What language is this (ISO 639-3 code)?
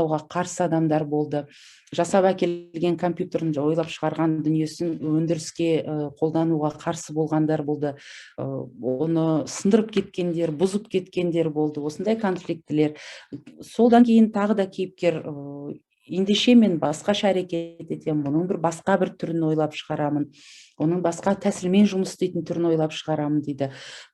kaz